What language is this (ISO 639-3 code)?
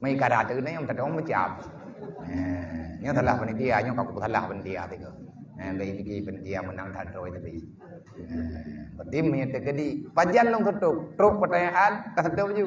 ace